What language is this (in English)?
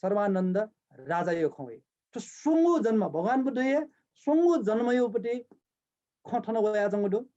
Newari